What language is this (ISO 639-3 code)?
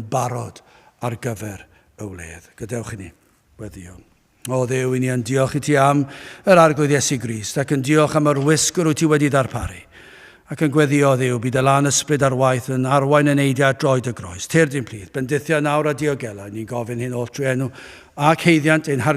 cym